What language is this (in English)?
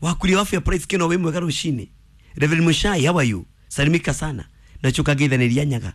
Kikuyu